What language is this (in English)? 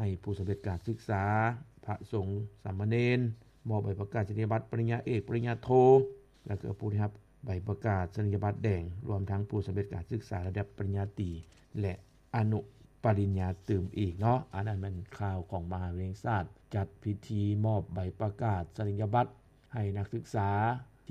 Lao